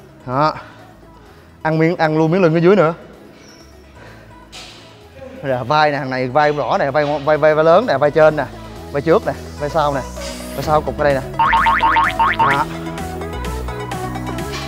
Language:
Vietnamese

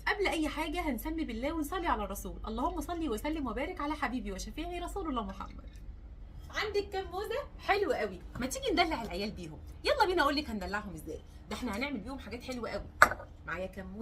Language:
Egyptian Arabic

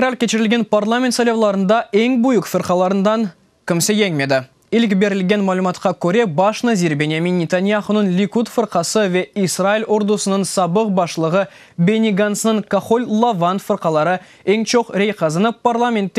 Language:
Crimean Tatar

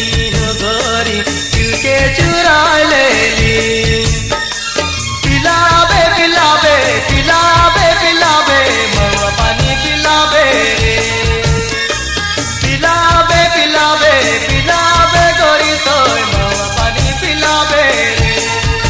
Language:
Sadri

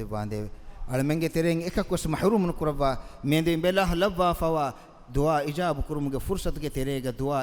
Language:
Divehi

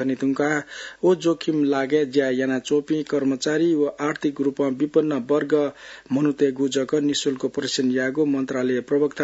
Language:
Newari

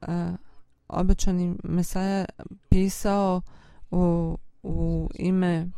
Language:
Bosnian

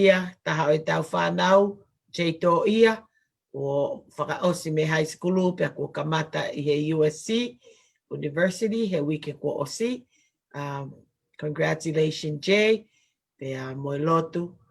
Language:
Tongan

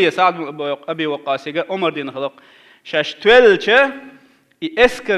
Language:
Chechen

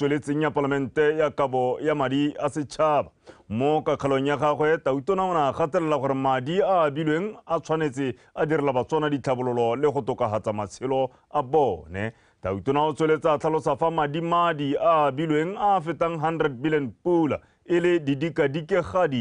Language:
Tswana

